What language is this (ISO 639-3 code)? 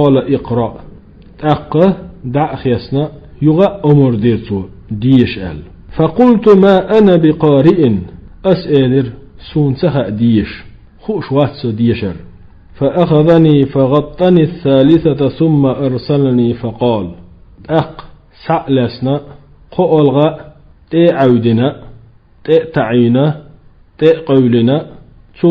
che